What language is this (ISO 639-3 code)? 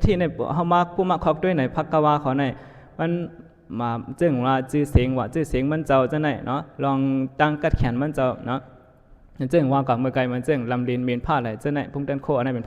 shn